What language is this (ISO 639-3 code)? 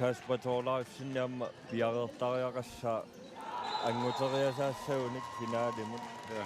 kal